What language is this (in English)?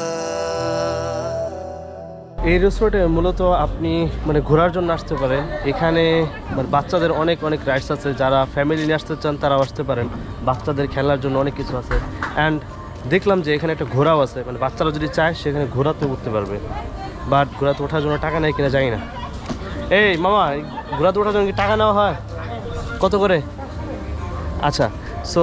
Bangla